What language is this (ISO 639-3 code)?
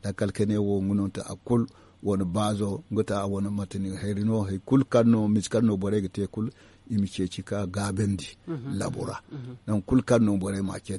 dje